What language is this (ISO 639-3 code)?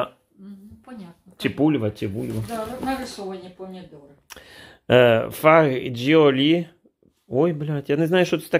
ukr